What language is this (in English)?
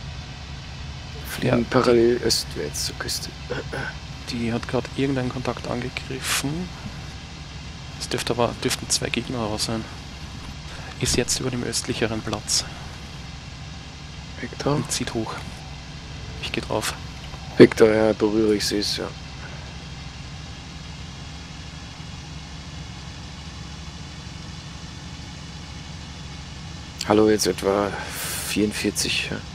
German